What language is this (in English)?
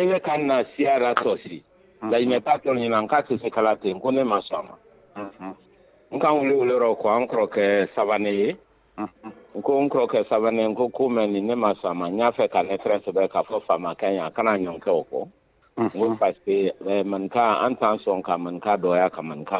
Bambara